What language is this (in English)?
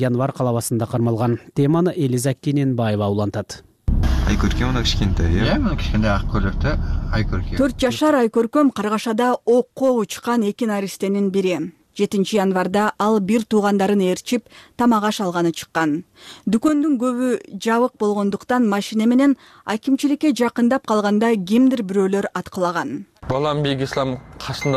Kyrgyz